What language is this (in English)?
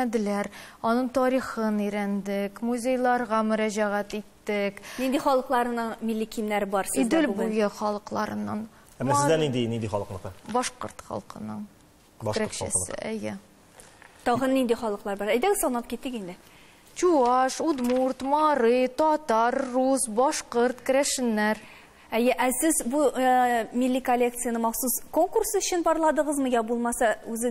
Tatar